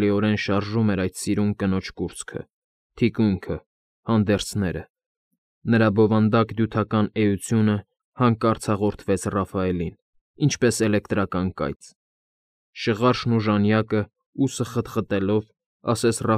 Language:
Armenian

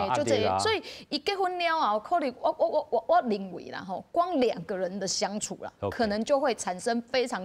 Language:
Min Nan Chinese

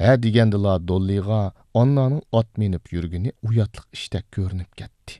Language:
Uyghur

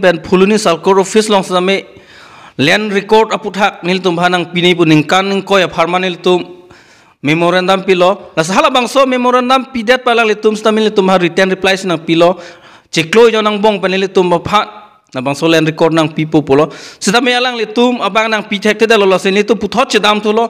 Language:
Karbi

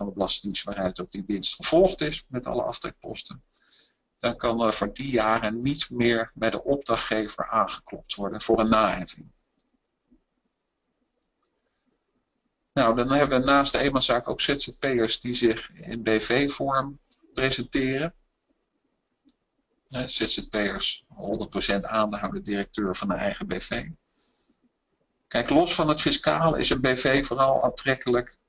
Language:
Dutch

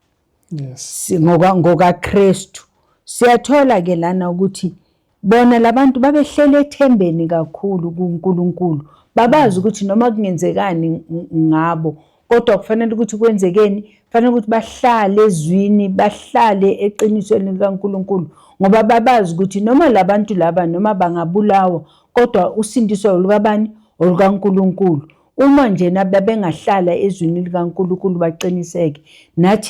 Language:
Zulu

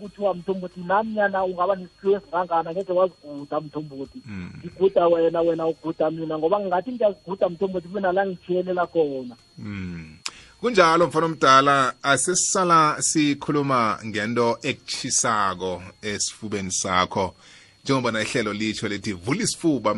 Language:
South Ndebele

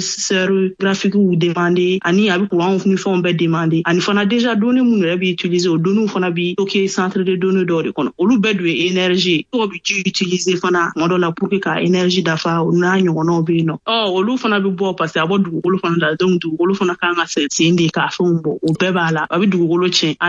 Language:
Bambara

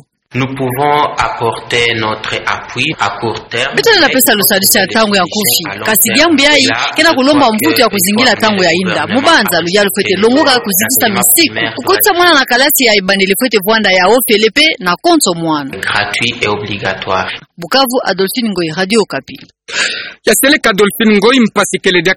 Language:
Kituba (Democratic Republic of Congo)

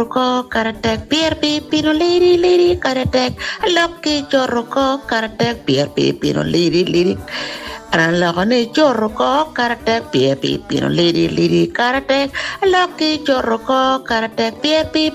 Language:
Lango (Uganda)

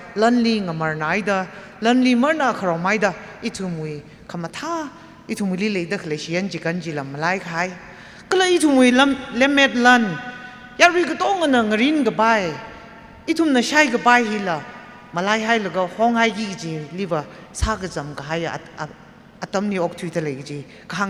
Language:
Tangkhul Naga (India)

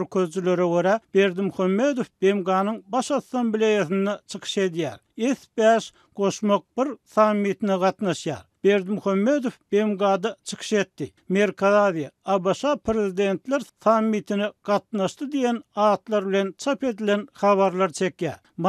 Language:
Turkmen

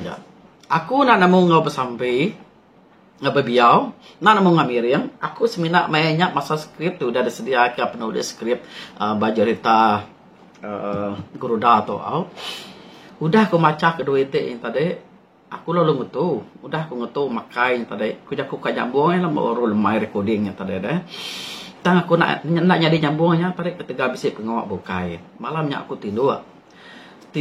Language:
Iban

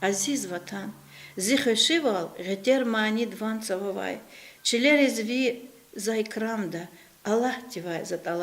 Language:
Lezghian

